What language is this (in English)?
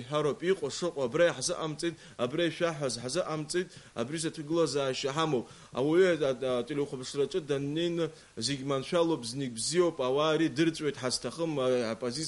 Abkhazian